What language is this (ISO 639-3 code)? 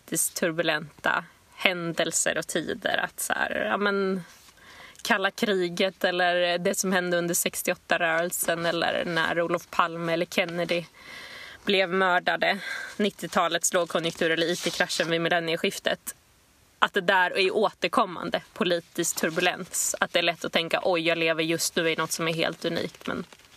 swe